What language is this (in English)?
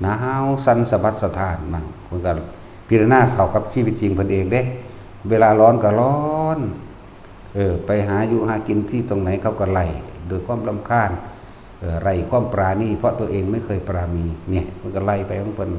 Northeastern Thai